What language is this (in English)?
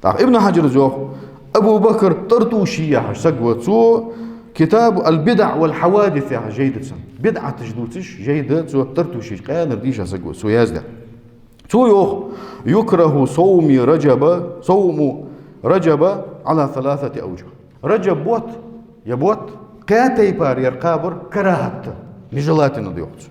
Ingush